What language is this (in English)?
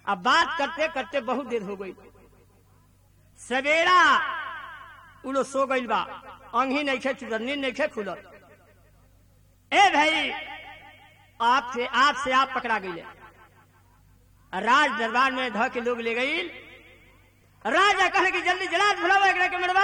Bhojpuri